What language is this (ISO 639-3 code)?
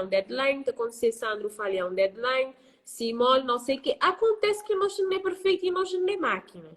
kea